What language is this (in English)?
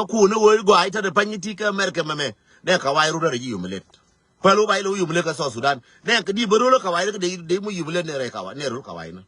Nuer